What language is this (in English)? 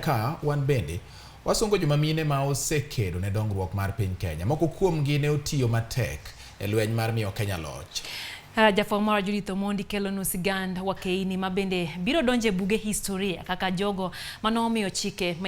Luo (Kenya and Tanzania)